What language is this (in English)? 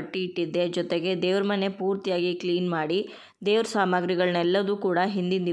Kannada